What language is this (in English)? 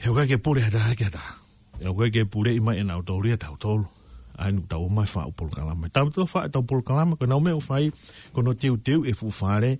Tongan